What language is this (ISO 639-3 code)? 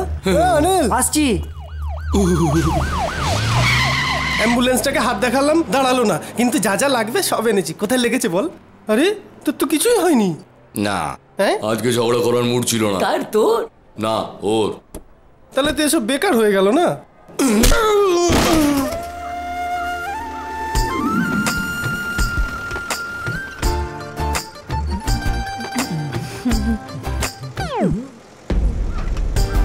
ben